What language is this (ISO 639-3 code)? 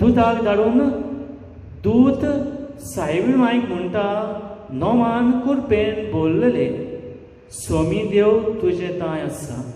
kok